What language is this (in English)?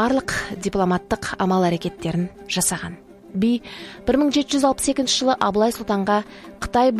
Kazakh